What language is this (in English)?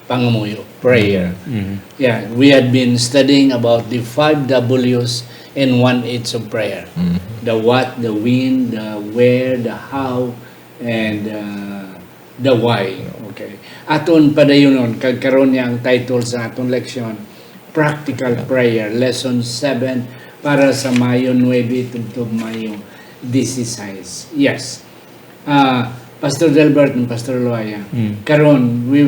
Hiligaynon